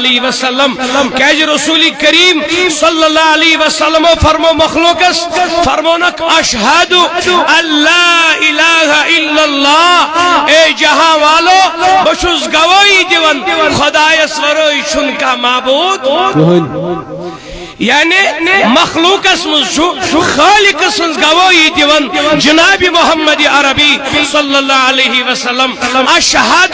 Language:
Kashmiri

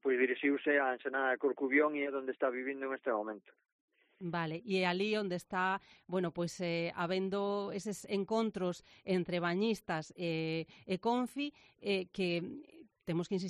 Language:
Galician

